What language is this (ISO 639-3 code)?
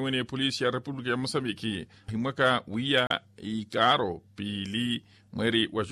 vmw